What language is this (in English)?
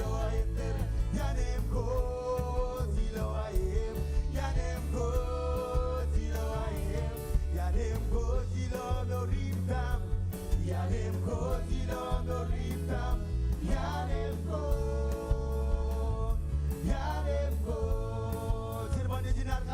Marshallese